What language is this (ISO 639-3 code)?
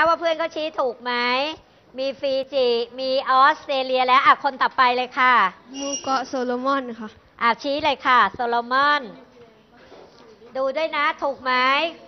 tha